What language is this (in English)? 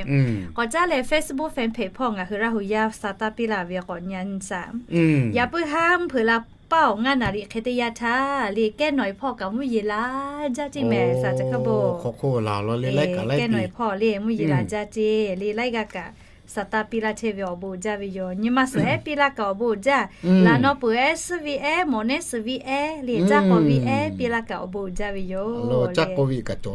Lahu